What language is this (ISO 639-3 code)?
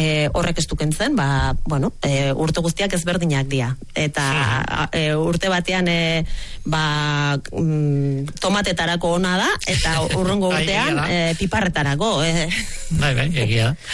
eus